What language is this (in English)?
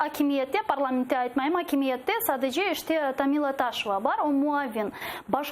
Crimean Tatar